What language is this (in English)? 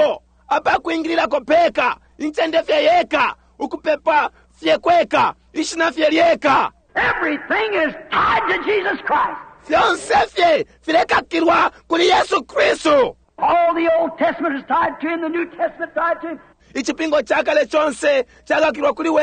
Bemba